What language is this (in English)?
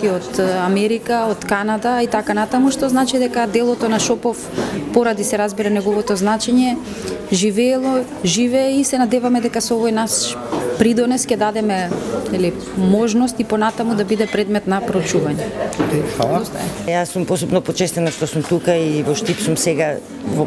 Macedonian